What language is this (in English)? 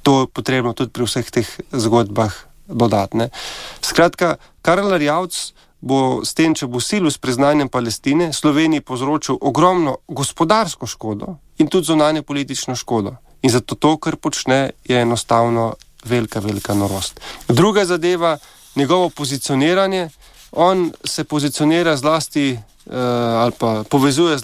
Slovenian